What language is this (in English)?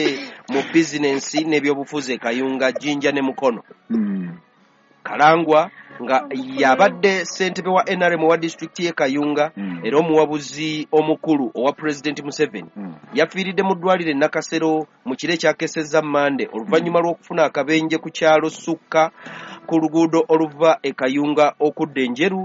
Ganda